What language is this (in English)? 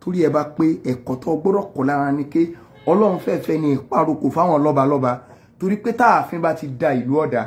Yoruba